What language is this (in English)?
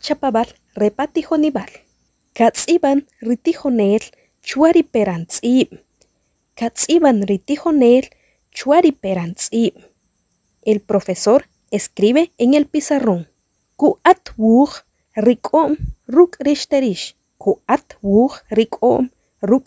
Achi